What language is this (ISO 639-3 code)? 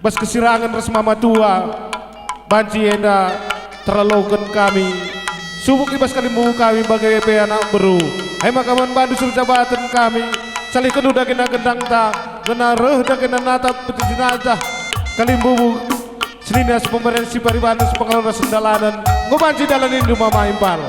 btx